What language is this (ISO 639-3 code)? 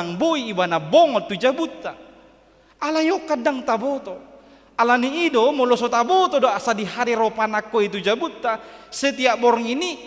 bbc